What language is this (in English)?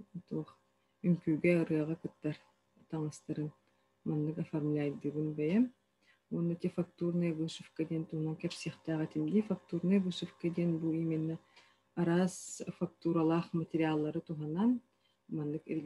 Yakut